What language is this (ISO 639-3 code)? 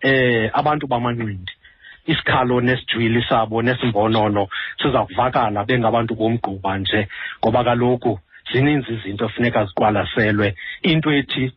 xho